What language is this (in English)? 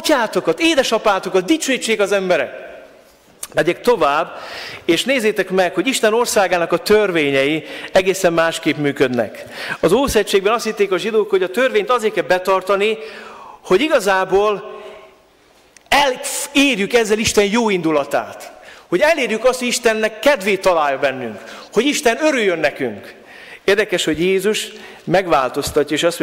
Hungarian